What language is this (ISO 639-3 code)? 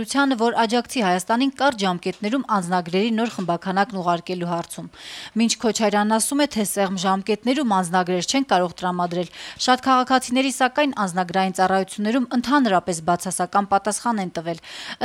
hye